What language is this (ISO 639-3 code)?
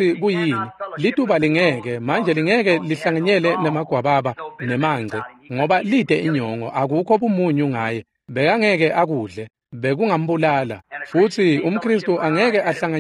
ssw